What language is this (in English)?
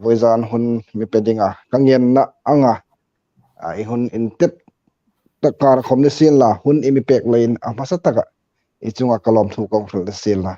Hmar